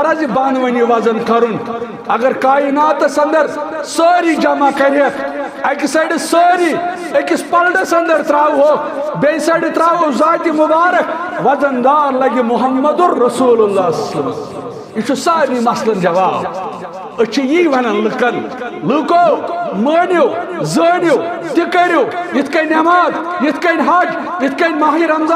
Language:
Kashmiri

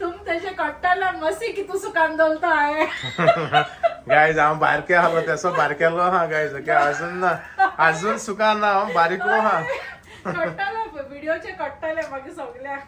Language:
Konkani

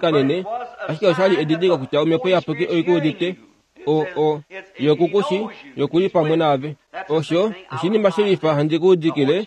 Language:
Kuanyama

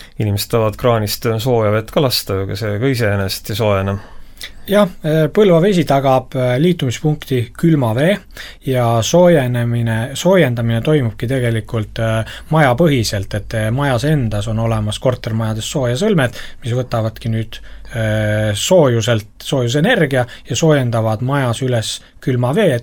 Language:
Estonian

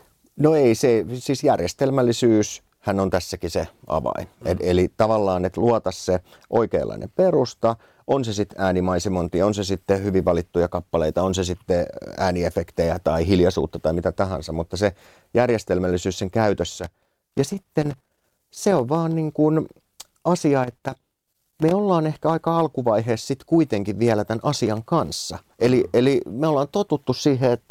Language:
Finnish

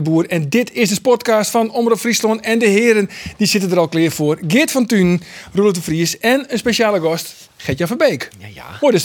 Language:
Western Frisian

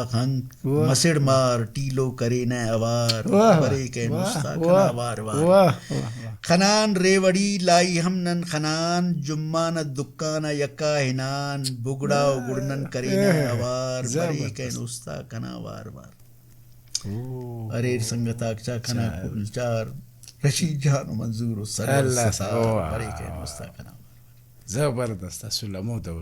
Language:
Brahui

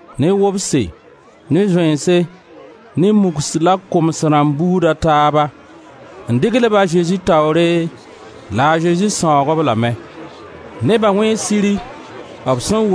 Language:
Mossi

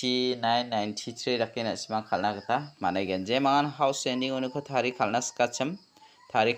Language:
Garo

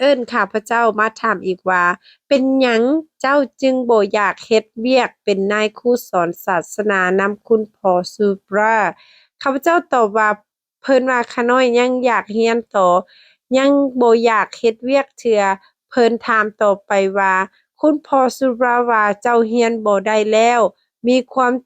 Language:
Lao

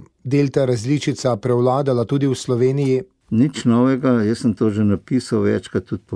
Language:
Slovenian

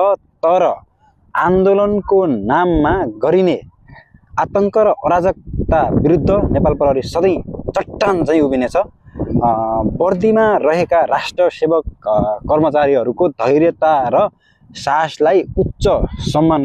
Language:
Nepali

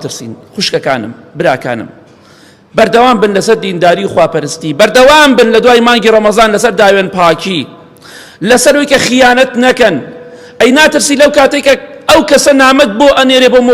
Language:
Central Kurdish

